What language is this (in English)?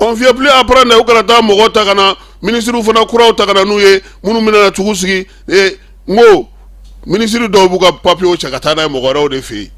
Bambara